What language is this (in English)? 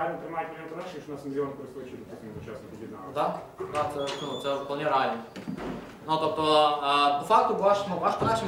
Ukrainian